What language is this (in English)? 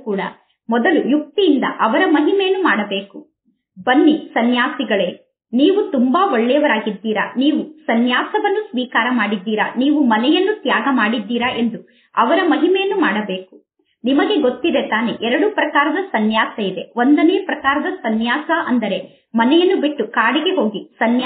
Kannada